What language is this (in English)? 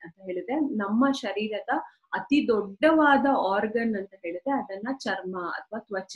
Kannada